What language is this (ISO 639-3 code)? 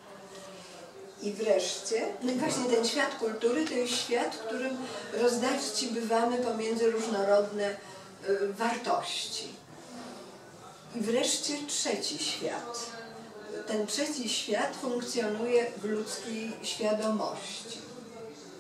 pol